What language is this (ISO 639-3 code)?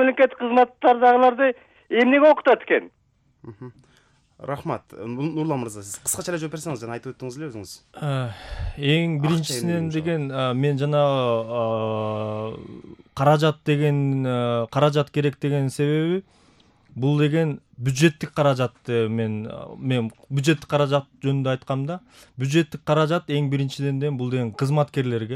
kir